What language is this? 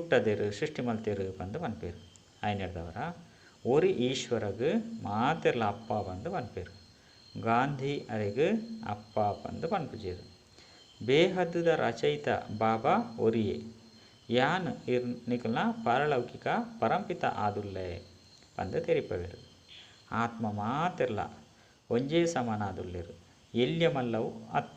Tulu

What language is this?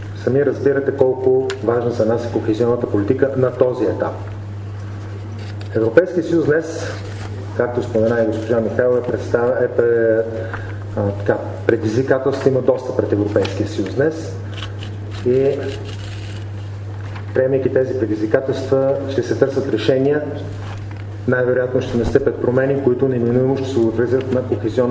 Bulgarian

